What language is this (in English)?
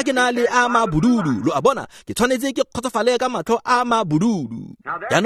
Tswana